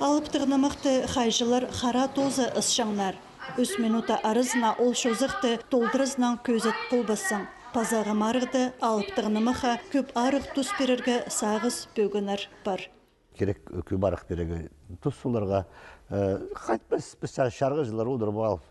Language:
Khakas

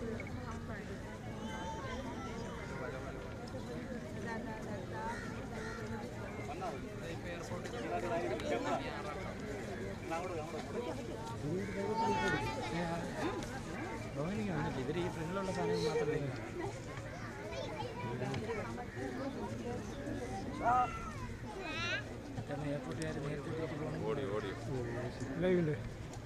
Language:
Malayalam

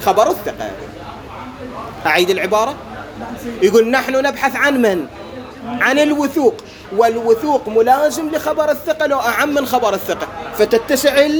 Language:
Arabic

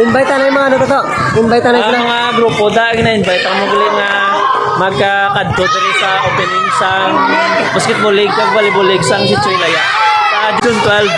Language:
Hiligaynon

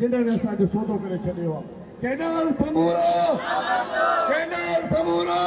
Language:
Sindhi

